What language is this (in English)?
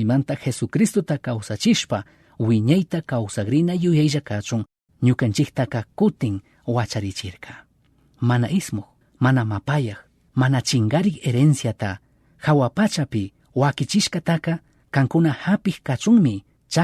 Chimborazo Highland Quichua